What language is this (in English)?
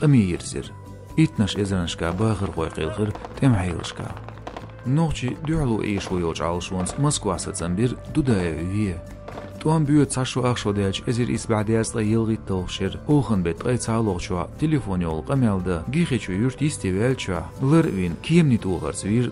Chechen